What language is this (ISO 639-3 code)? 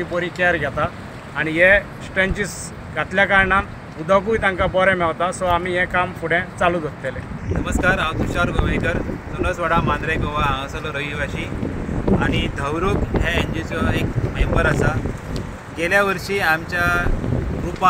kok